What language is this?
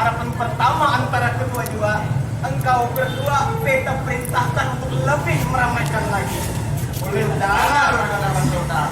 Banjar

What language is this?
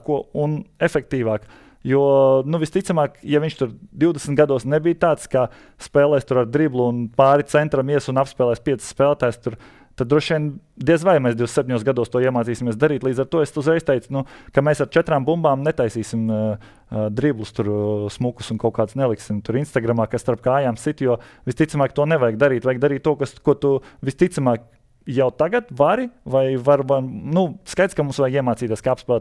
Latvian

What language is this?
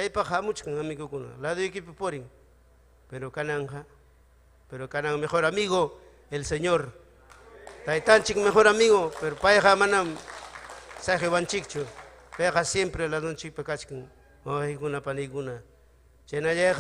Ayacucho Quechua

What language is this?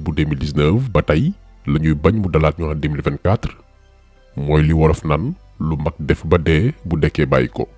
Wolof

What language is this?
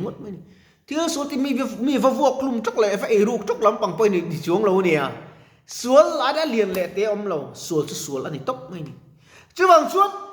Mizo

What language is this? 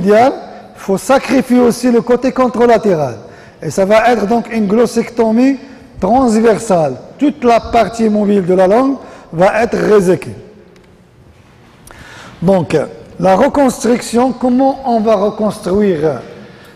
French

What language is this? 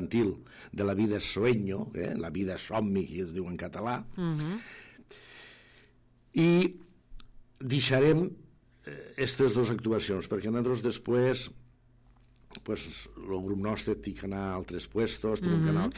Catalan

